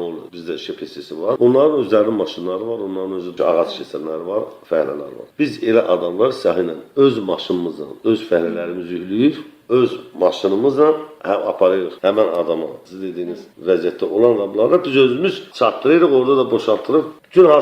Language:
Azerbaijani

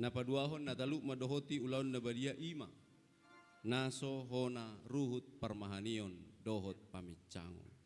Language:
Batak Toba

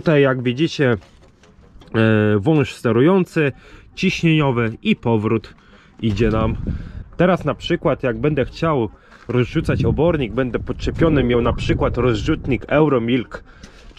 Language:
Polish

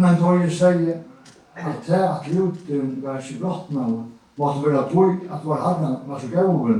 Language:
Faroese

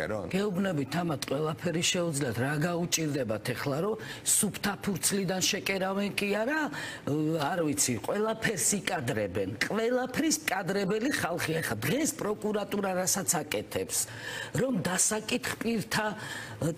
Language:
Georgian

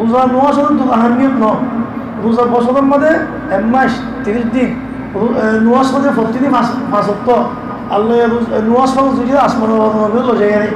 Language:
Rohingya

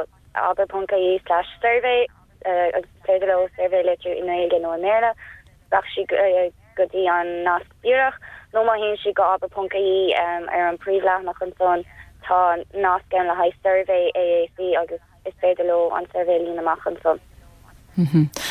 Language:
Irish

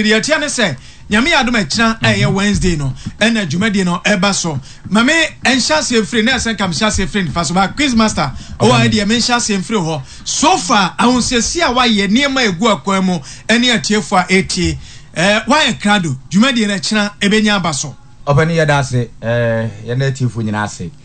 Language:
Akan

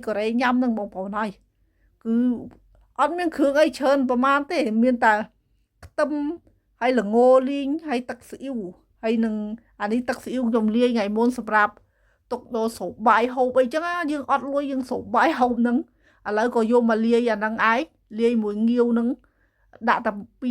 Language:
Khmer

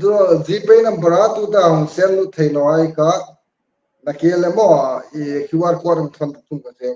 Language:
Hmar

